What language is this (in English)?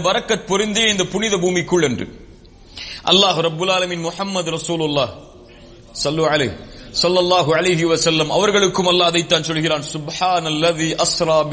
Tamil